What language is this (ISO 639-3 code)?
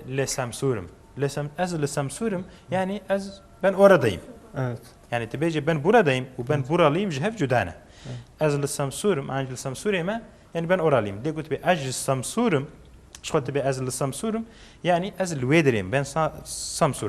kur